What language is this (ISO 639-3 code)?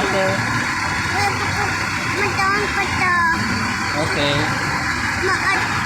ceb